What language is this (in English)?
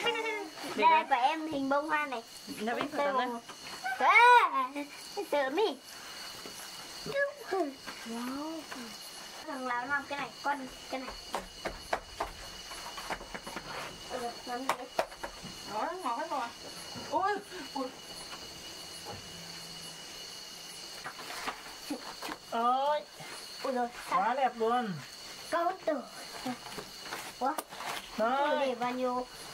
Vietnamese